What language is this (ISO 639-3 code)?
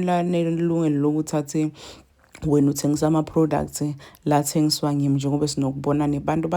zul